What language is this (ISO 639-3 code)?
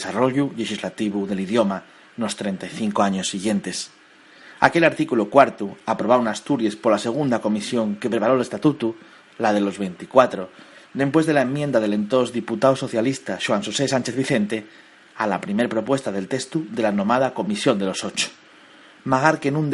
ast